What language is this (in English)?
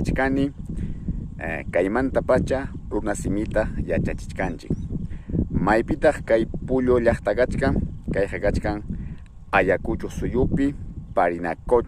Ayacucho Quechua